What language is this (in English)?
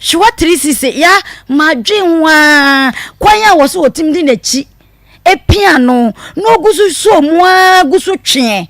Akan